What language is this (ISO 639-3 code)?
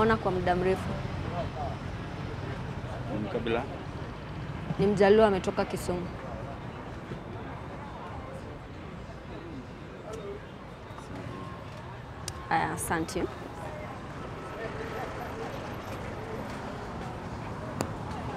swa